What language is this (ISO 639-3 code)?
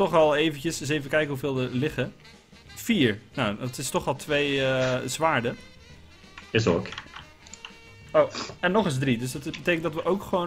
nld